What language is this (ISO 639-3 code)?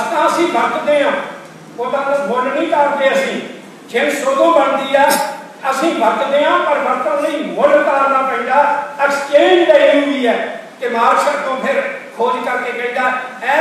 pan